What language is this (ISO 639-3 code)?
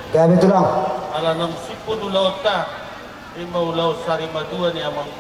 bbc